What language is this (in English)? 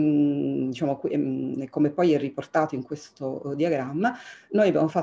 Italian